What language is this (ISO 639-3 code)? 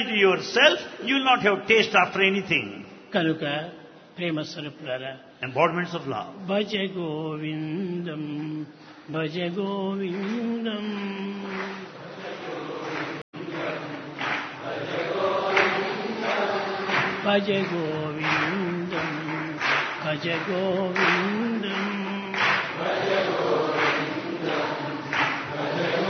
tel